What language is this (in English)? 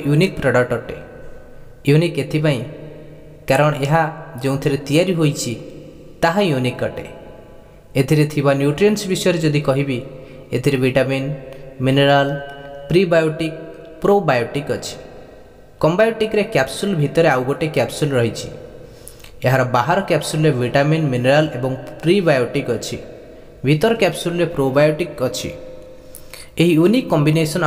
Odia